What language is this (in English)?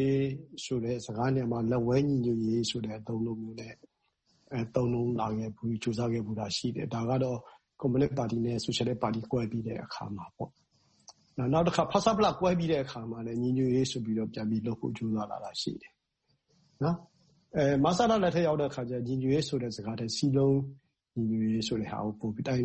Burmese